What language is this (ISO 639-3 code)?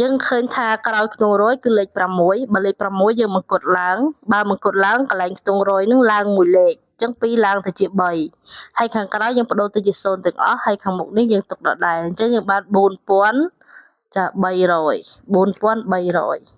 khm